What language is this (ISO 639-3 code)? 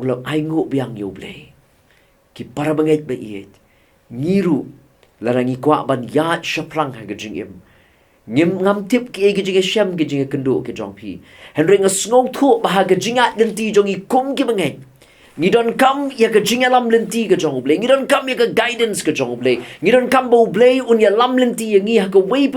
kha